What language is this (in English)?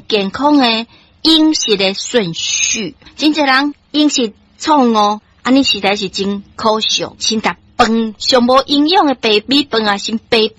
Min Nan Chinese